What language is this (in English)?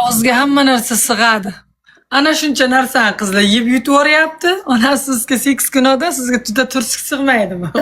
Uzbek